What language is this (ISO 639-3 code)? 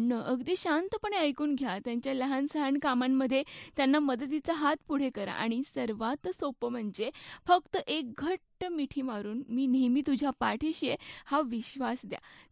mar